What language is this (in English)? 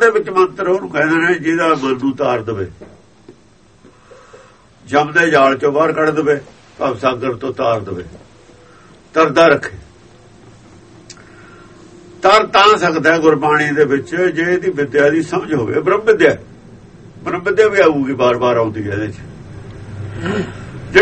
Punjabi